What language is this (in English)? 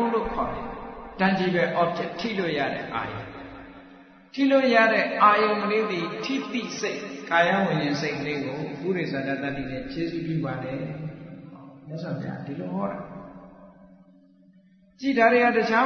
Burmese